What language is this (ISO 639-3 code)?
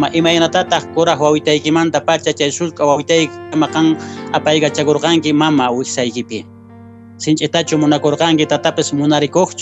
que